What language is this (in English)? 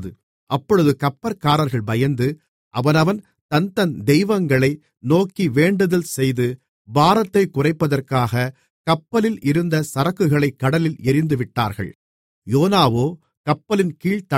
Tamil